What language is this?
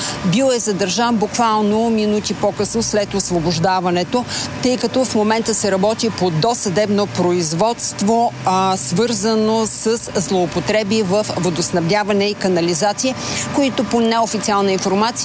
Bulgarian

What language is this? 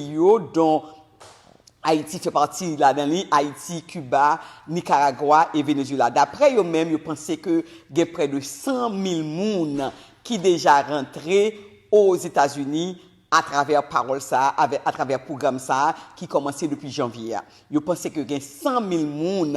Haitian Creole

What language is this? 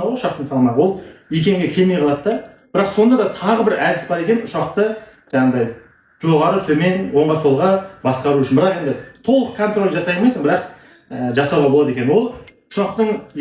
Kazakh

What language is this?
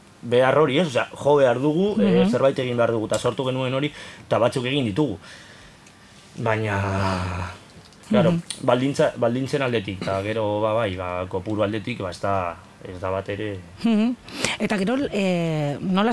Basque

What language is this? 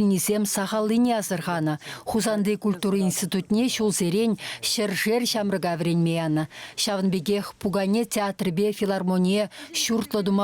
Chuvash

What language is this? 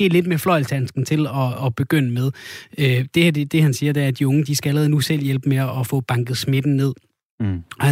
Danish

